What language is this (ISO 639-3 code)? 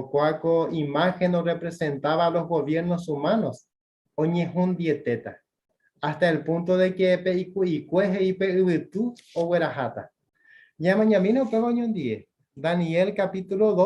grn